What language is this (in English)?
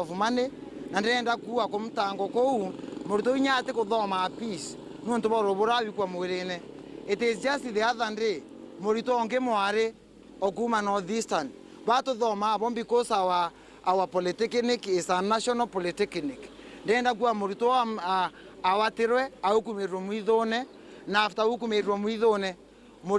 Meru